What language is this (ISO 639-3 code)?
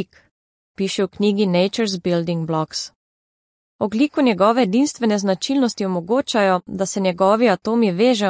slv